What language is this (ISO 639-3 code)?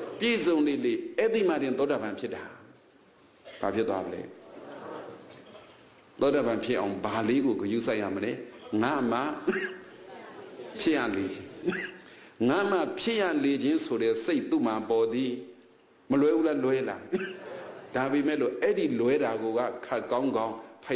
mya